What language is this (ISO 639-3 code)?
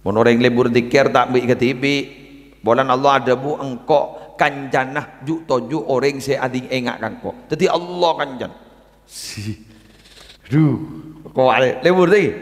mad